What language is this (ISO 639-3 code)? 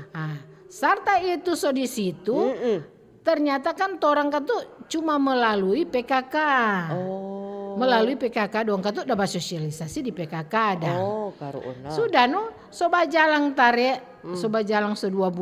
xmm